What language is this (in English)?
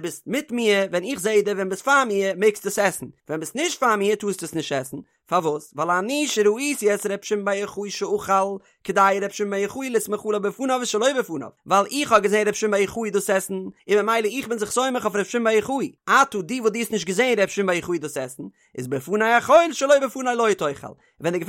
Yiddish